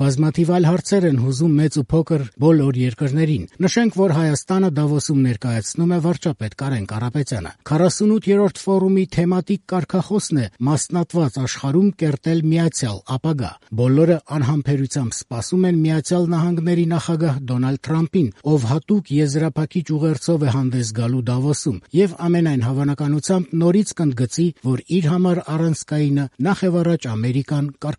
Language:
Armenian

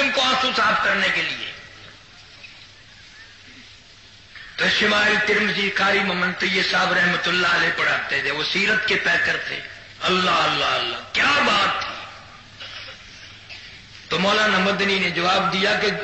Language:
Urdu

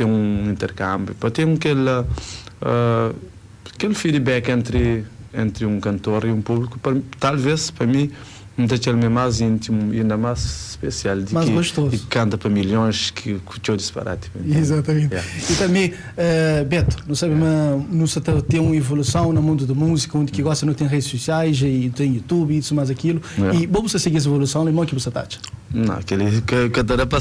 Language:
Kabuverdianu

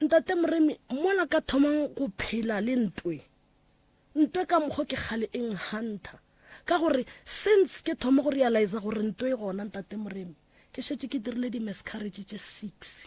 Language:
Northern Sotho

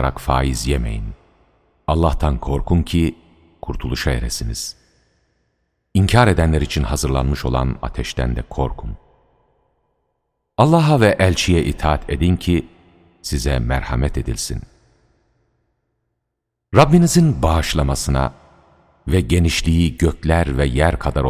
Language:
Turkish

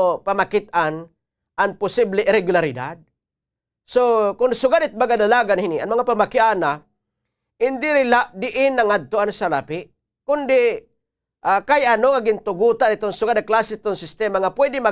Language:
Waray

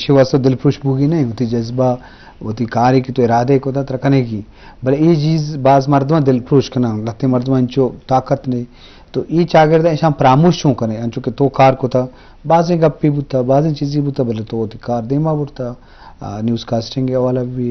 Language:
Eastern Balochi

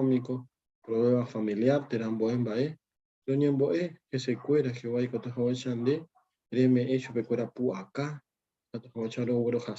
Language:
Guarani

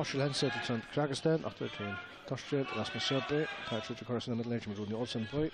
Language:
Faroese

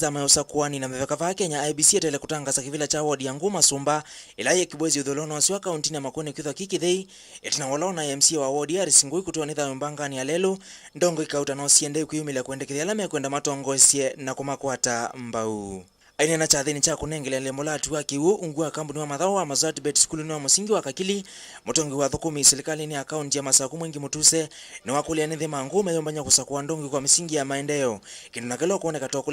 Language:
Kamba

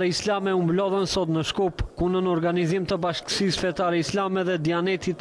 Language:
Albanian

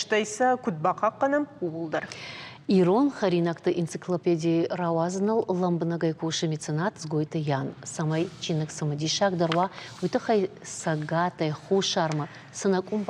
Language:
Ossetic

